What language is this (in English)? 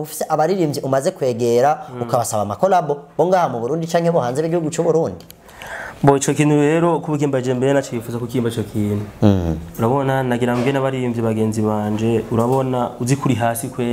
Rundi